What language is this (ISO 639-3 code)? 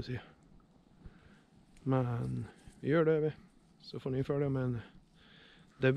swe